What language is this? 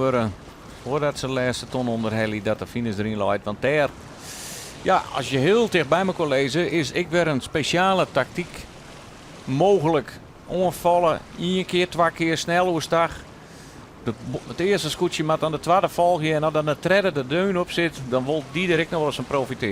Western Frisian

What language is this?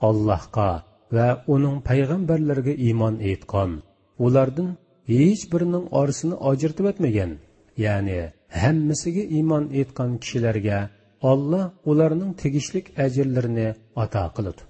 Uyghur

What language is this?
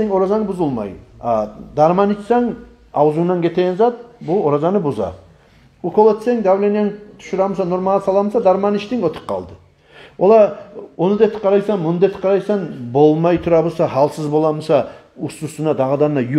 Kumyk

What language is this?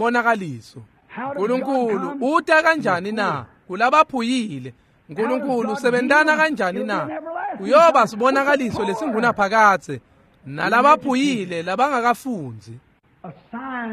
Swati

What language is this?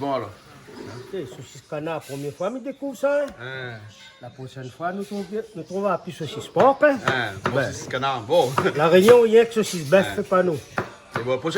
Réunion Creole French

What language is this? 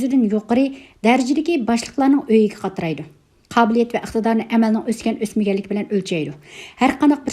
Uyghur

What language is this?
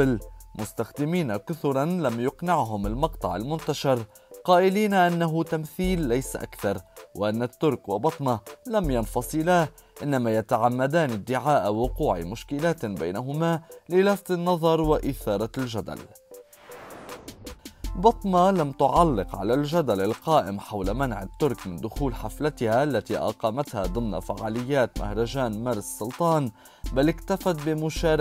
Arabic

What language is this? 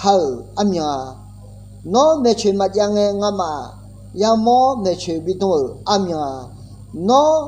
Akha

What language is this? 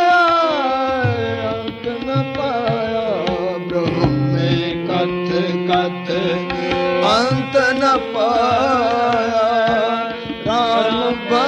Hindi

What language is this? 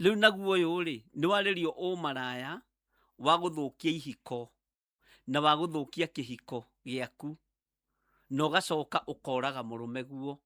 Kikuyu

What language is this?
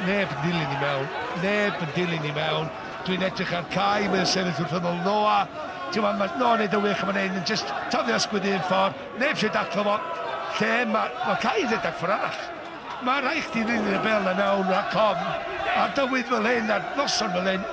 Welsh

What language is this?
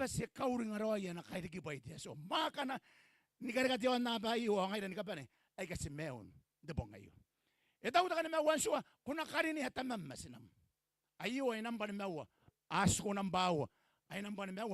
Gilbertese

